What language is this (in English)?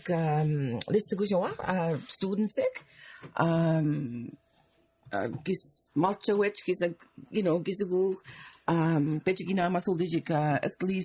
Mi'kmaw